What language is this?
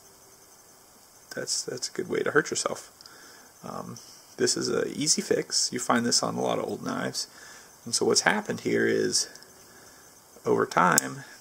English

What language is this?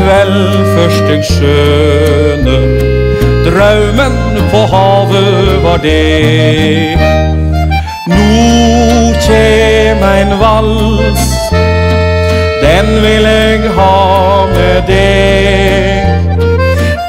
Norwegian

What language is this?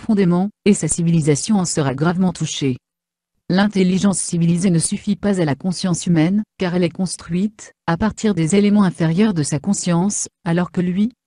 French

